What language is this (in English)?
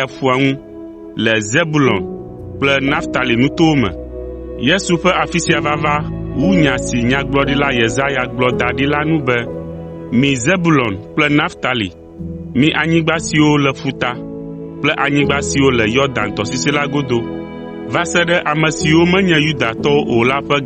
Ewe